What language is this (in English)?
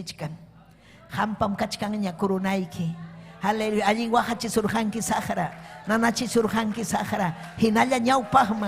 Ayacucho Quechua